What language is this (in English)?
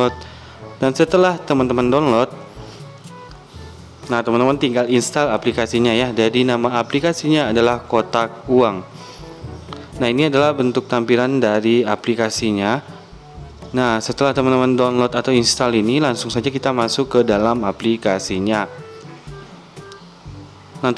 Indonesian